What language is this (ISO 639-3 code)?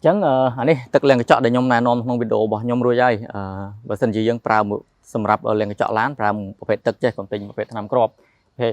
khm